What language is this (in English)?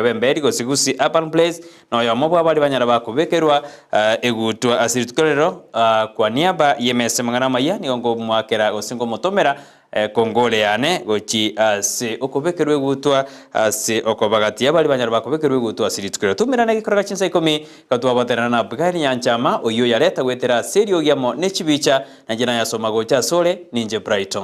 Gusii